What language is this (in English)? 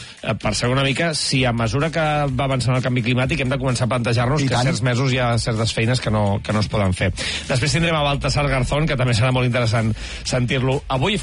Catalan